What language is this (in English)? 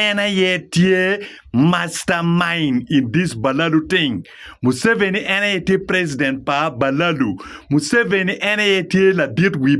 Acoli